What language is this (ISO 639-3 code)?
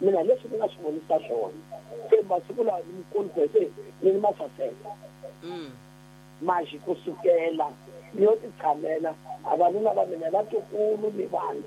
tso